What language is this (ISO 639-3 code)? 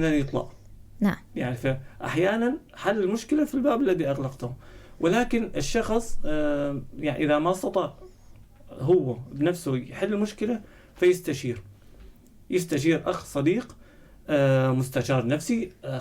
apc